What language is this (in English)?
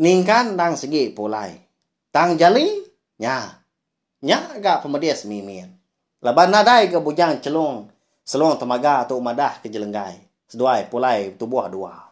Iban